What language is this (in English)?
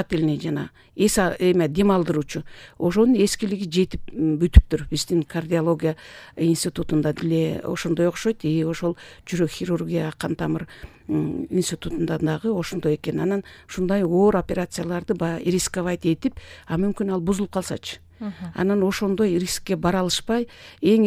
Kyrgyz